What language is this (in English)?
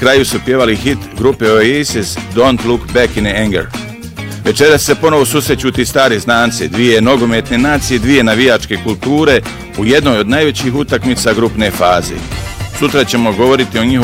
Bosnian